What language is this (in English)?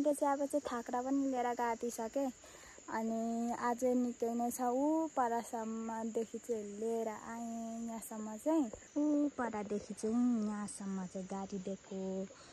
Nepali